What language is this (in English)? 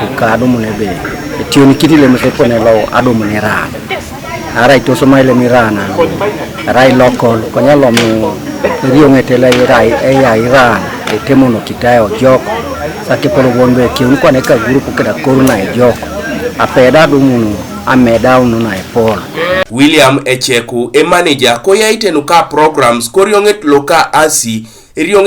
Teso